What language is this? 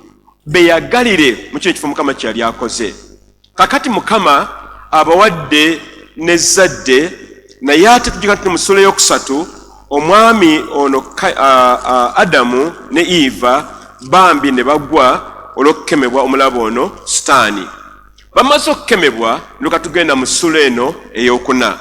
Ganda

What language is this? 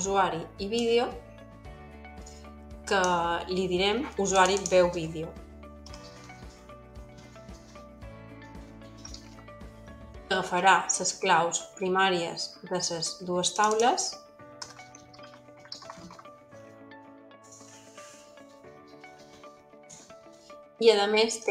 Catalan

